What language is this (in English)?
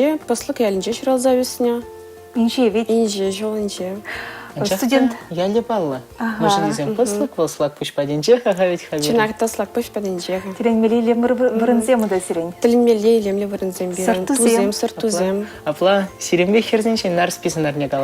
Chuvash